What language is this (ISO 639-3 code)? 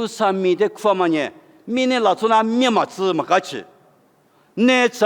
lis